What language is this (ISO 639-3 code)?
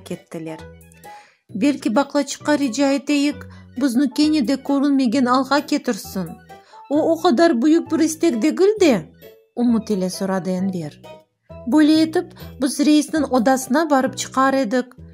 crh